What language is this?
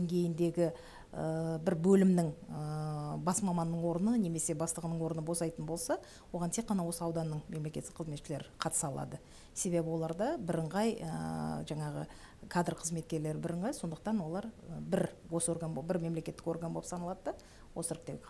Kazakh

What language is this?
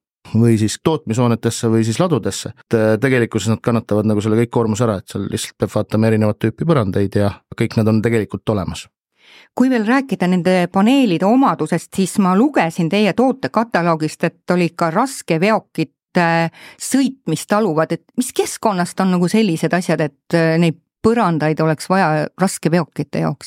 Estonian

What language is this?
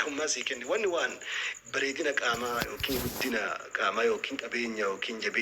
Oromo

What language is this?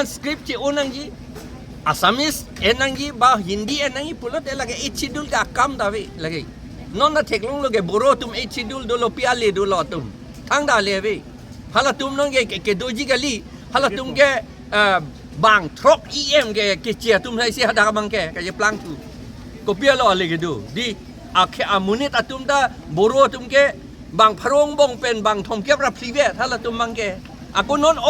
Karbi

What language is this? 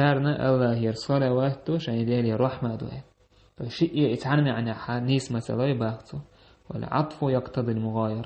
Chechen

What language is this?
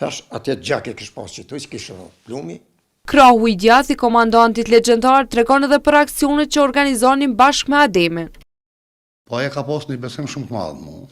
Albanian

